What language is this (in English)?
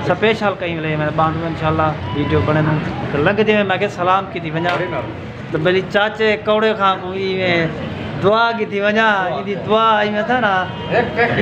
Saraiki